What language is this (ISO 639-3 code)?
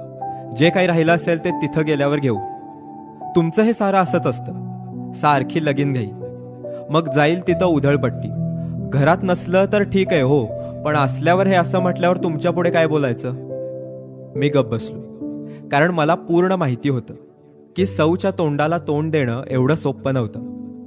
mar